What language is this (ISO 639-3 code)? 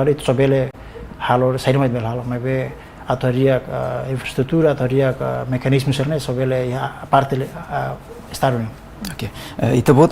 tet